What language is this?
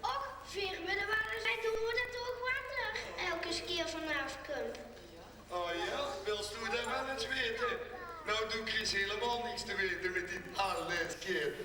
Limburgish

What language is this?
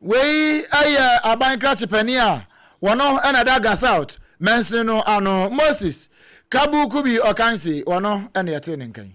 Akan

